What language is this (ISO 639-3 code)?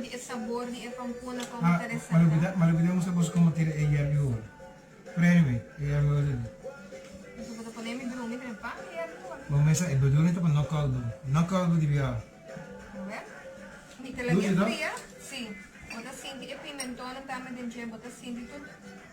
pap